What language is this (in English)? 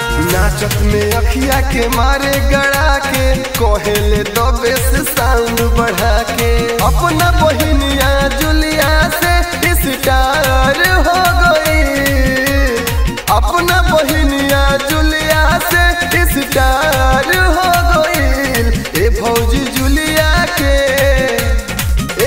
Bhojpuri